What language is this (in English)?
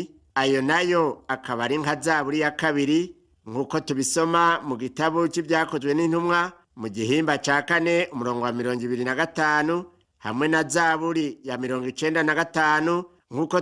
Rundi